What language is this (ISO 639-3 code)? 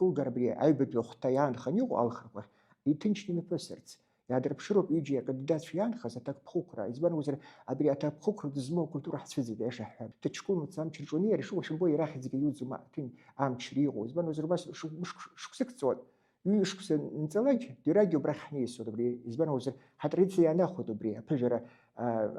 abk